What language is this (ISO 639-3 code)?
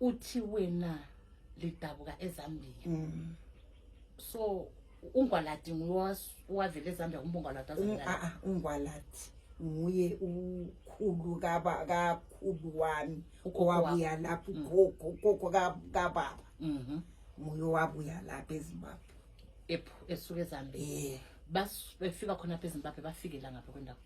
nde